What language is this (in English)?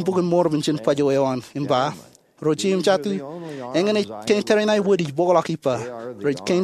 Marshallese